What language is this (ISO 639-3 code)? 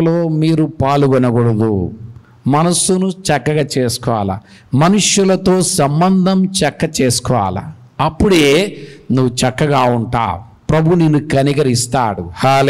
tel